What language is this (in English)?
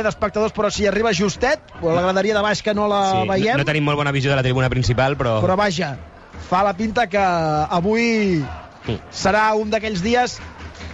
Catalan